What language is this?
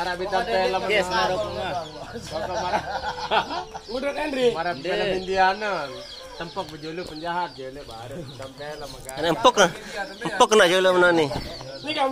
Sasak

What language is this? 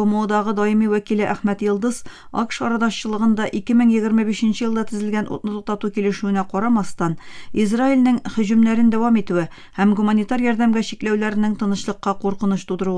Tatar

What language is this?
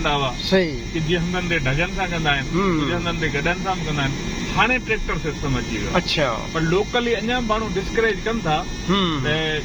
Sindhi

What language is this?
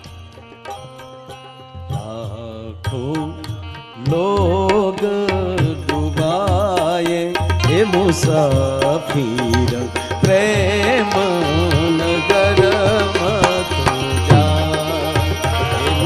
Gujarati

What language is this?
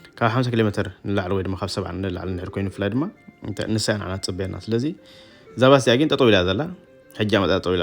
Tigrinya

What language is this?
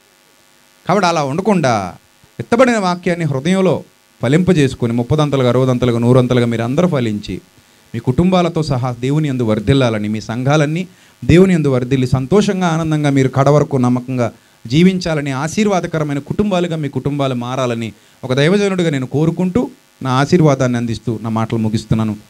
Telugu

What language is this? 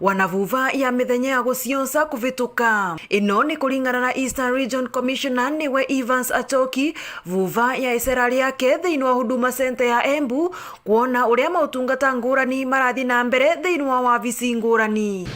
Meru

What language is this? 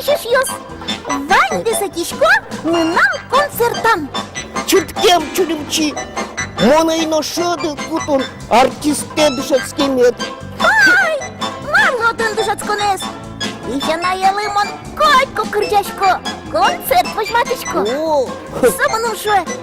Udmurt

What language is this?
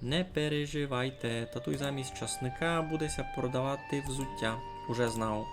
Rusyn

